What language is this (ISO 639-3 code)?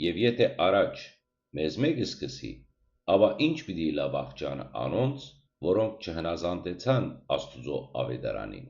hyw